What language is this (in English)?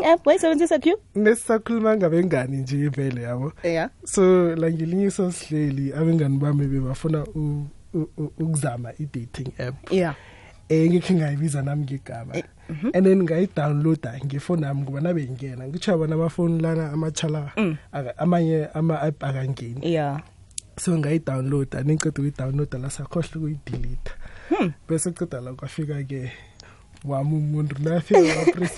South Ndebele